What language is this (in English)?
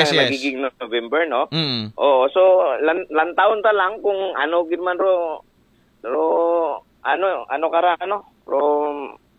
Aklanon